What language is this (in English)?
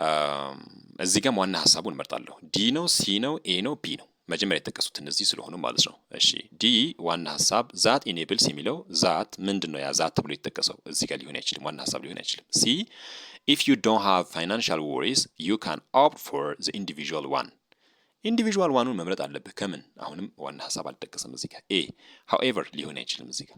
Amharic